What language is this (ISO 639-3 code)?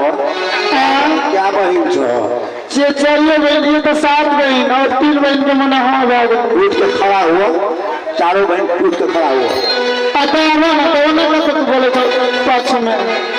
mai